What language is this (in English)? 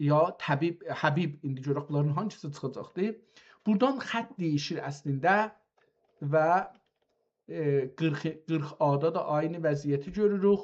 South Azerbaijani